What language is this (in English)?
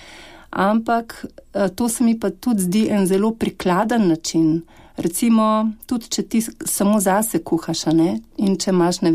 Slovenian